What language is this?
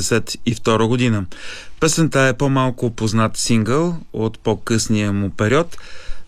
Bulgarian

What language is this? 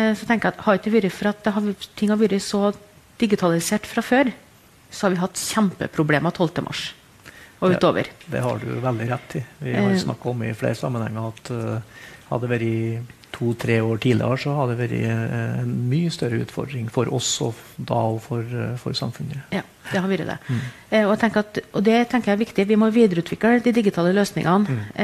Norwegian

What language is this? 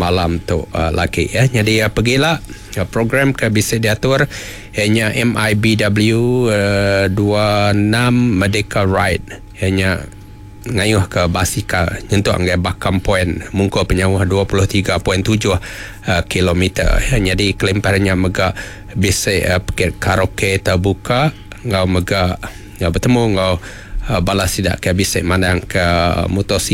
Iban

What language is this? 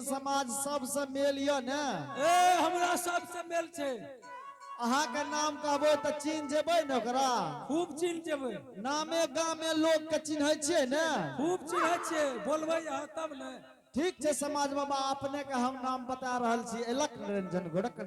Angika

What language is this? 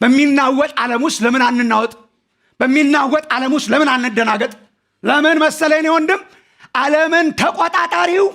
Amharic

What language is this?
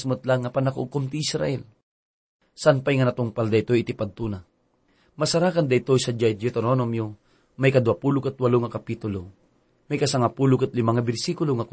Iloko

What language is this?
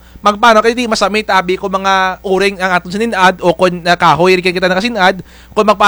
Kinaray-a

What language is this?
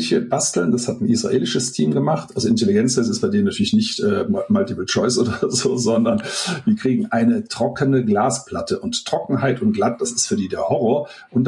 German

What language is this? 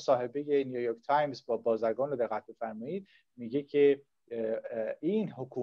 Persian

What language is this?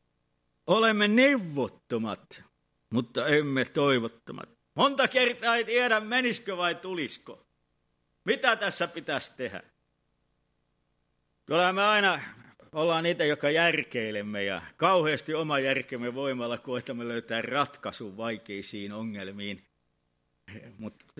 Finnish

